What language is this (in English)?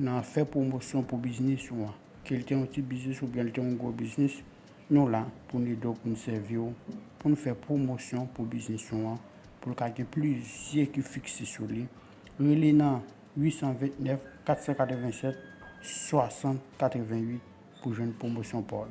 Haitian Creole